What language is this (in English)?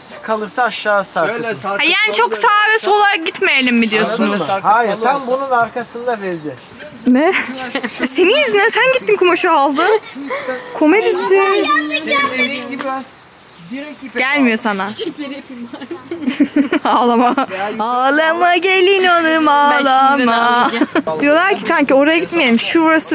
Turkish